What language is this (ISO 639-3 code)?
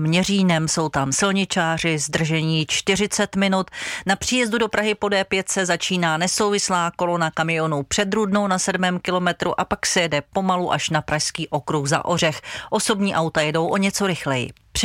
ces